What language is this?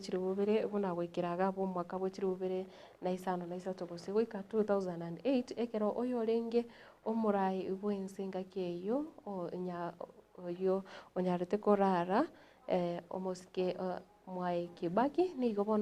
Gusii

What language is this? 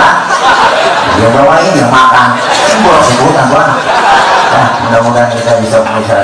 Betawi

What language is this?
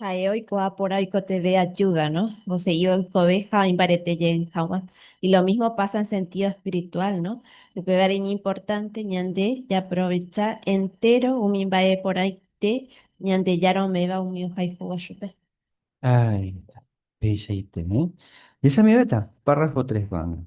Guarani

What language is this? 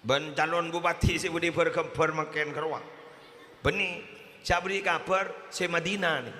Madurese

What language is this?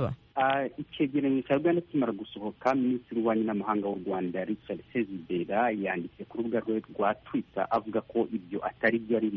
Kinyarwanda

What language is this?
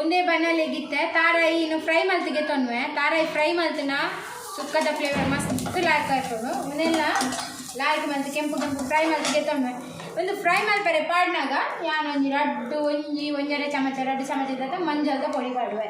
Tulu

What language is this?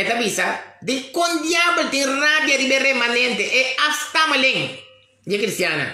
Papiamento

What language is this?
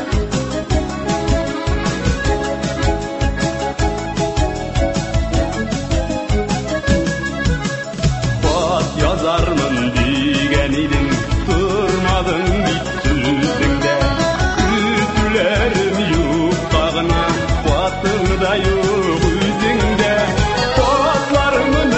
Tatar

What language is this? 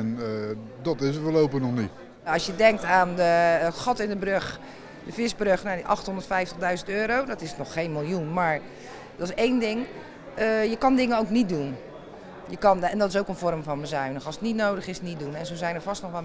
Dutch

